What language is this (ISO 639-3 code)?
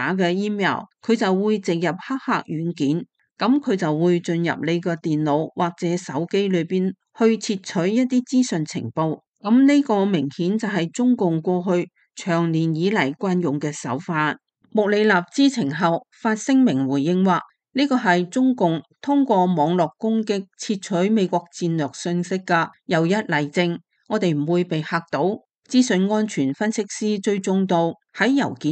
yue